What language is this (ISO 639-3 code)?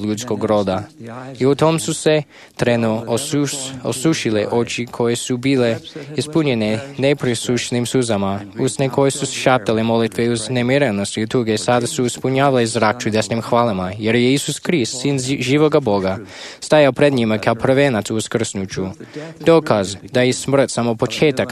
hrv